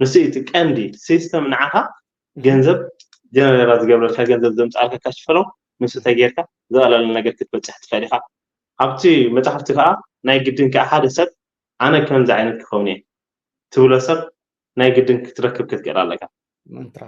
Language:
Tigrinya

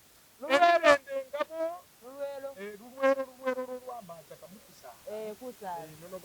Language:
Masaaba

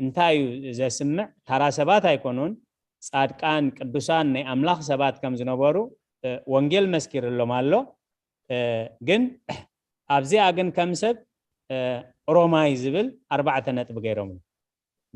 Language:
Tigrinya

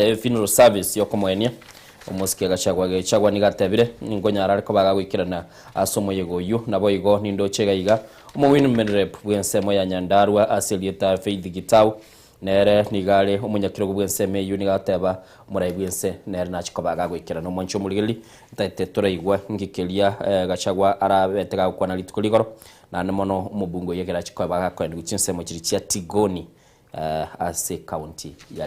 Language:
Gusii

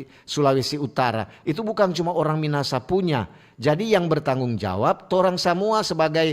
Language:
Manado Malay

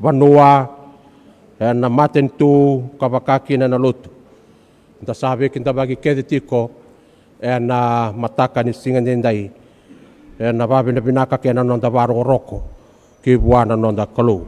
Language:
Fijian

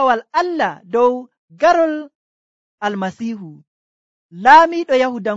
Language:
Nigerian Fulfulde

